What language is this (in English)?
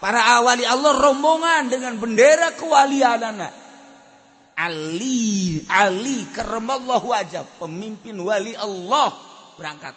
Sundanese